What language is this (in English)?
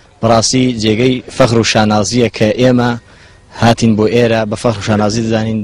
Central Kurdish